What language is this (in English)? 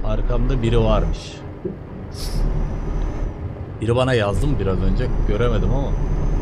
Turkish